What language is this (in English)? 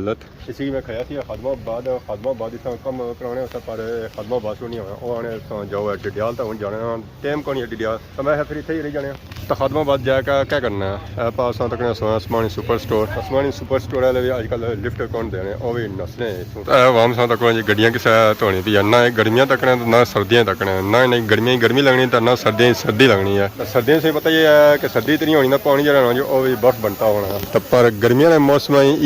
Pahari-Potwari